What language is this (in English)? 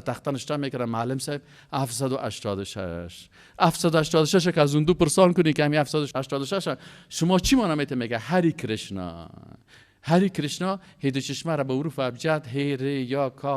Persian